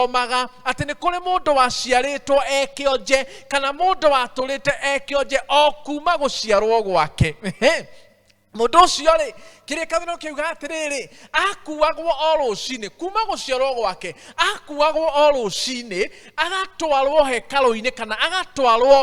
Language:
Kikuyu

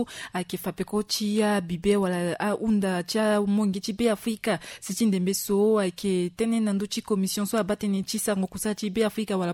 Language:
Sango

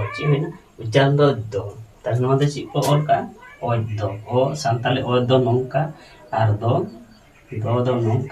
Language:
Santali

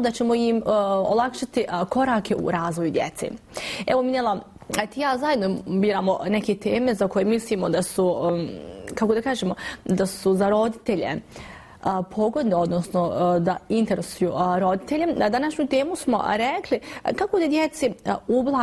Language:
Bosnian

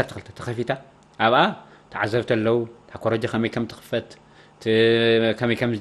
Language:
Tigrinya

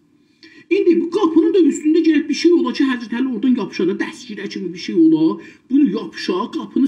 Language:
South Azerbaijani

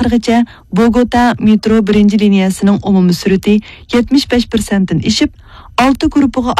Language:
Uyghur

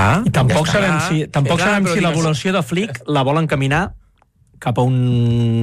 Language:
Catalan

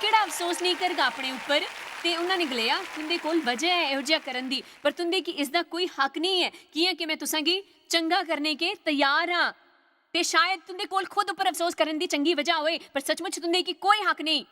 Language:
Dogri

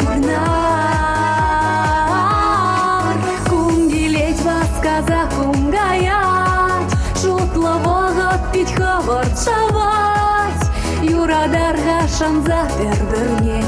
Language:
Chuvash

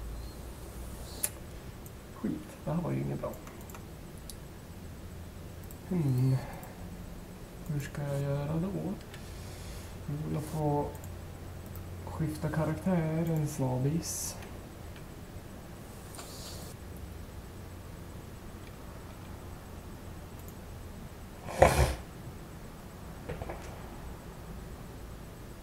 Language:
Swedish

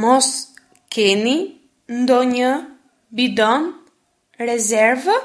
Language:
Albanian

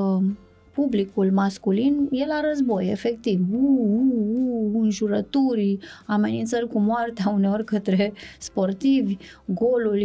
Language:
Romanian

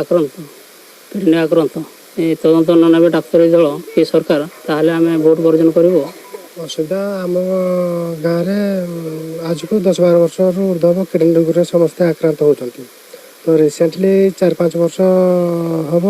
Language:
Odia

